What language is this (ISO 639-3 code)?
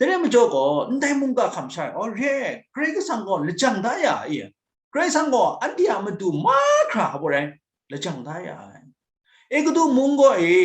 kac